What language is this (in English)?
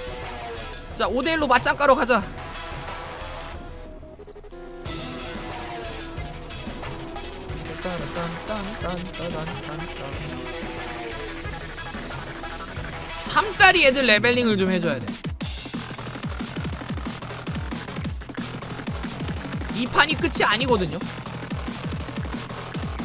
Korean